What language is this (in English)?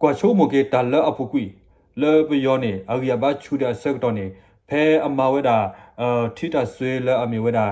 S'gaw Karen